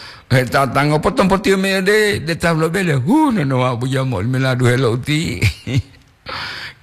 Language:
Gorontalo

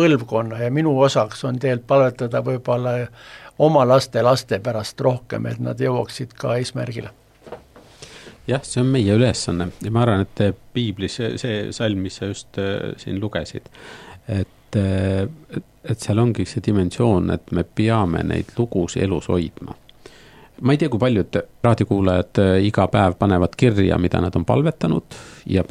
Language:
Estonian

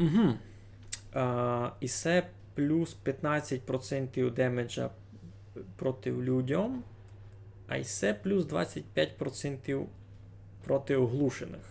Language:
Rusyn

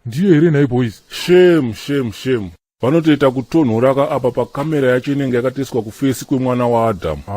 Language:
Shona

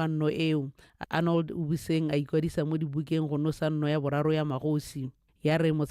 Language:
Tswana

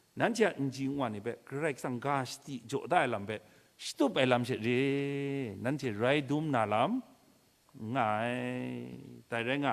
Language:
Kachin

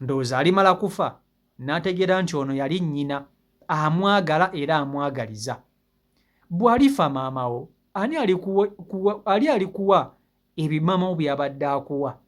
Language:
Ganda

